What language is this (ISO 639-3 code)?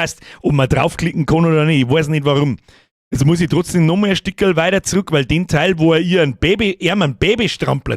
bar